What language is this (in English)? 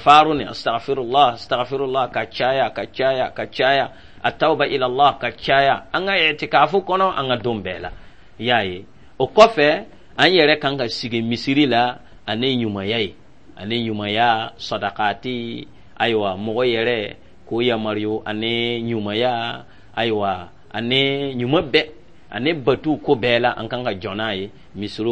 Dyula